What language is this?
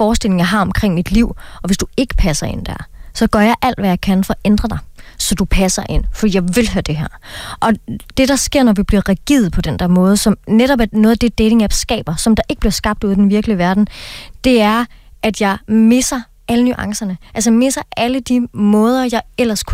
Danish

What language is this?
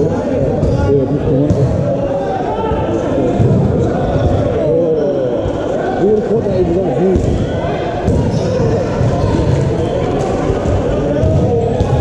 English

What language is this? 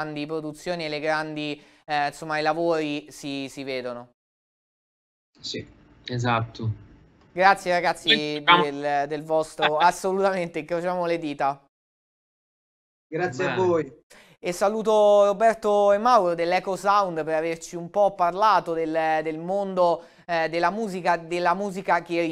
Italian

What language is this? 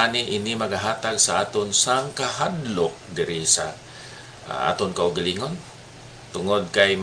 Hiligaynon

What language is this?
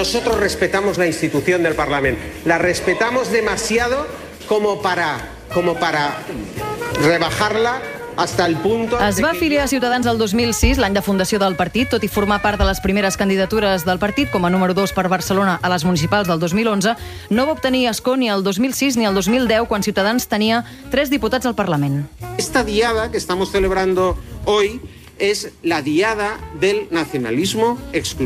Catalan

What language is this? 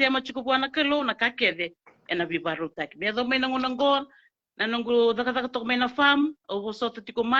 Fijian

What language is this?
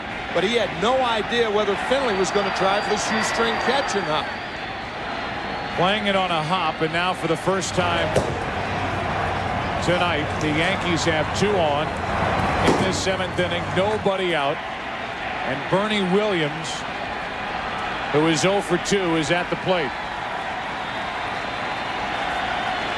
English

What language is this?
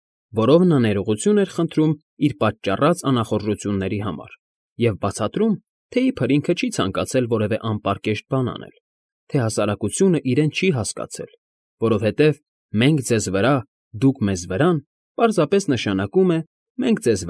Armenian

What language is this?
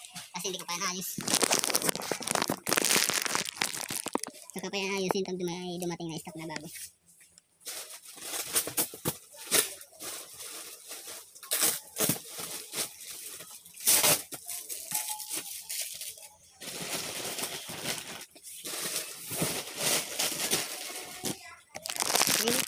Filipino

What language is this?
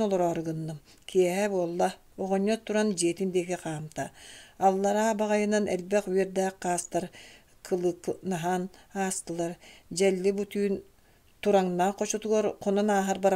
Yakut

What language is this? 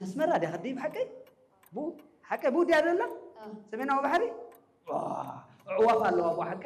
Tigrinya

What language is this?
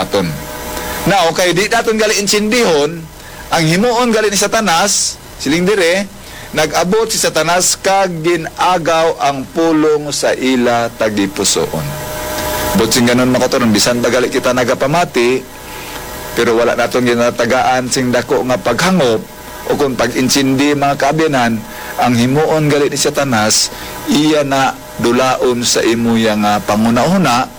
Hiligaynon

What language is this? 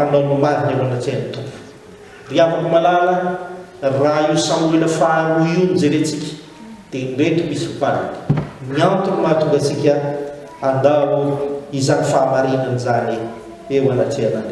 Malagasy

